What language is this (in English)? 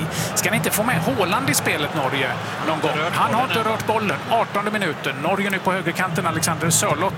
Swedish